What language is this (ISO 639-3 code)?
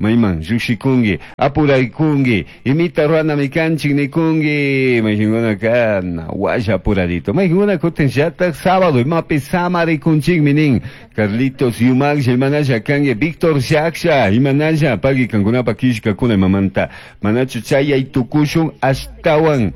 qug